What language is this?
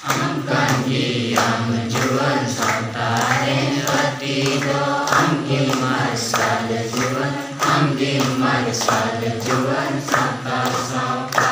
Santali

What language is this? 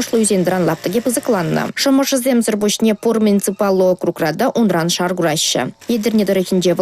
Chuvash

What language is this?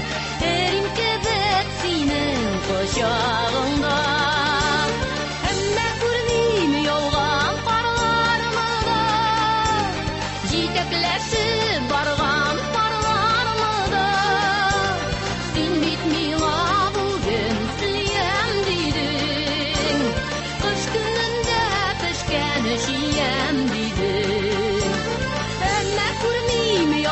Tatar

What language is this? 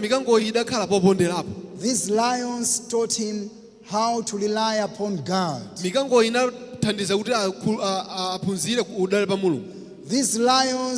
Nyanja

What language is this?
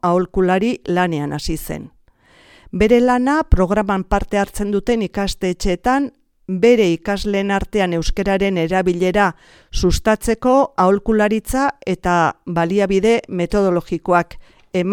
Basque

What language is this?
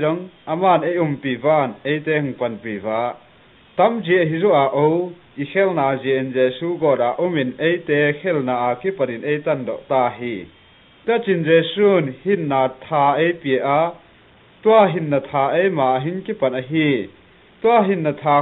Tedim Chin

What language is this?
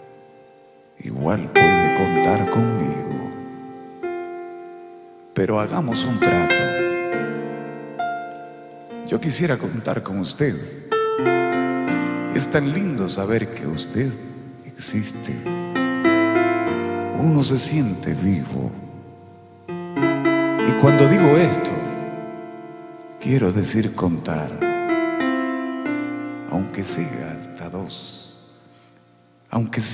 Spanish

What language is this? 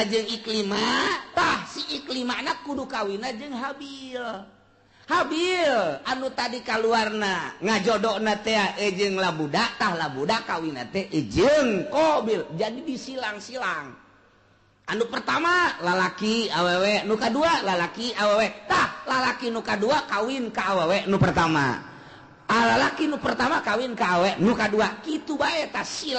Sundanese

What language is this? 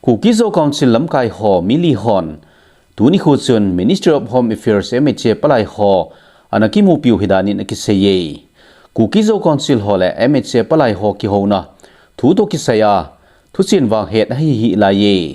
Thado Chin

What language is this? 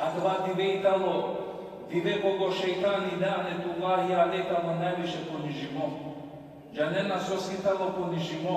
Balkan Romani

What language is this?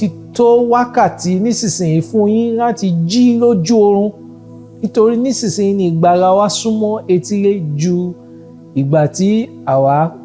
Yoruba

